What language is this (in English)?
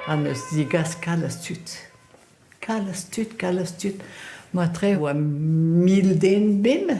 Breton